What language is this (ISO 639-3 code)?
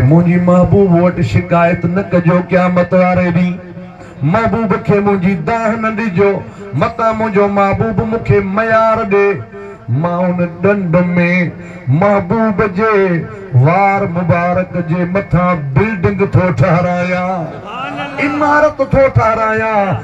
snd